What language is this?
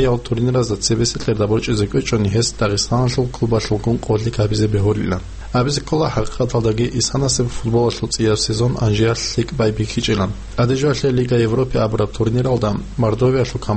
Avaric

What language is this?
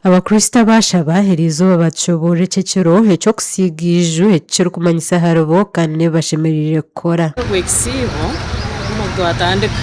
Nyankole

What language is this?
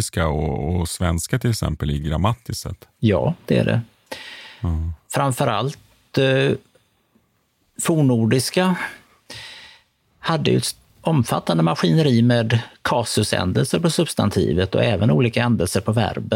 Swedish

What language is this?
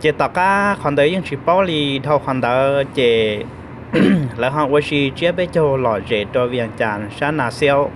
Hmong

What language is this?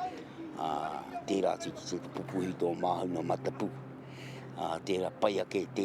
Māori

